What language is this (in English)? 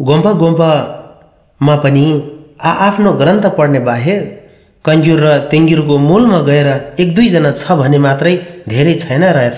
Nepali